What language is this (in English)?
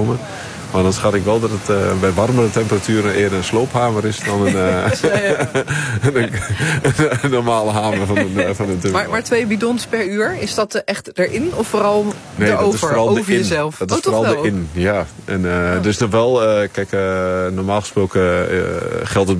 Dutch